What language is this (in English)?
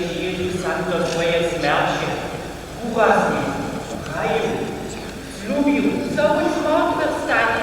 Upper Sorbian